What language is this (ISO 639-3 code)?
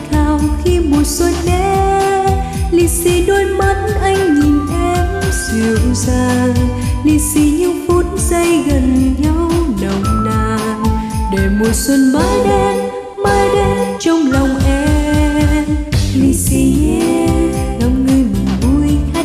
vie